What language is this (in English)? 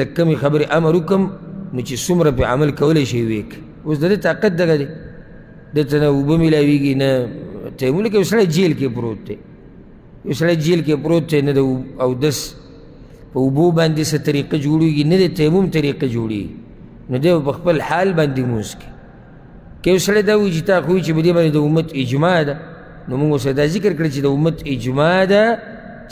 Pashto